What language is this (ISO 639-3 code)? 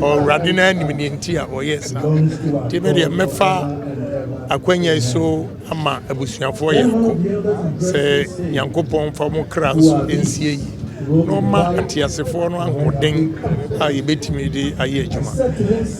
aka